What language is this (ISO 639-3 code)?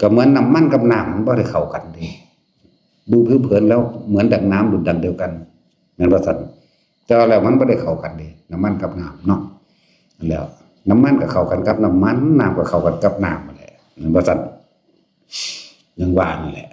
tts